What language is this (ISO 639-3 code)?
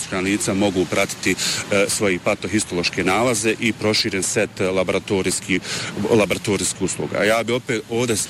bos